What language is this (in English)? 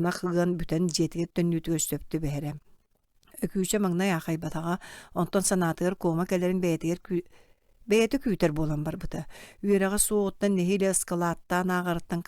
Yakut